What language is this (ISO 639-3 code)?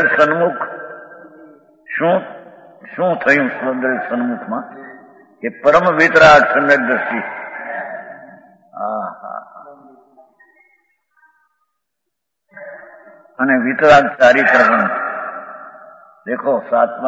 guj